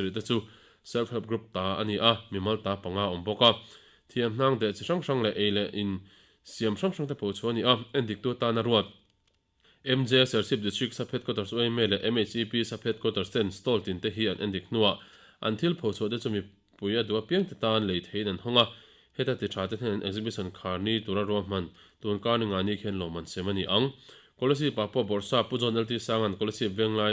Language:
Mizo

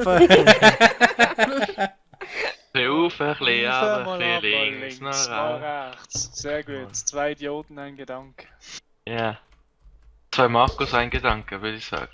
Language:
Swiss German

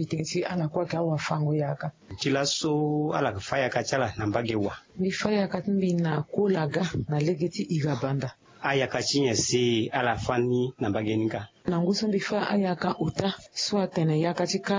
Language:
Sango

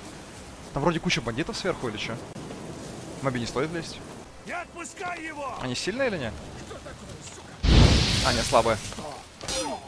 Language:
Russian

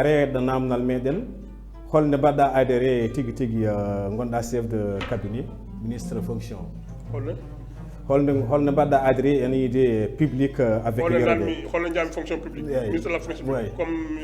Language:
Fula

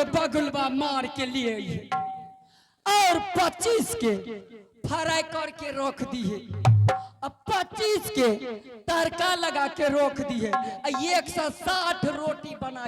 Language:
Angika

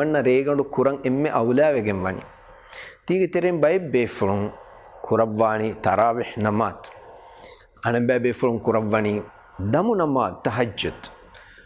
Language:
Divehi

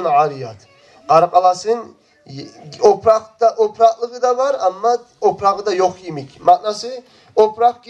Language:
Kumyk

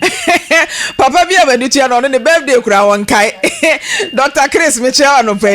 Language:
Akan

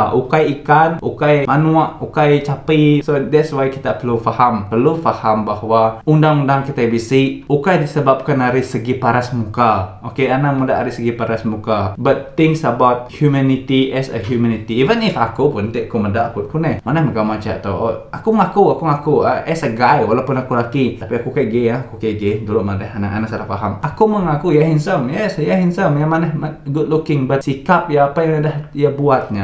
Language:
Iban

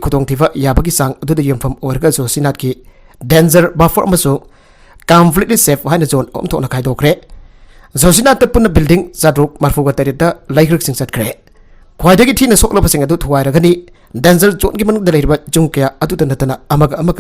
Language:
Manipuri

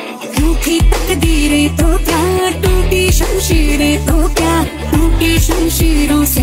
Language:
Hindi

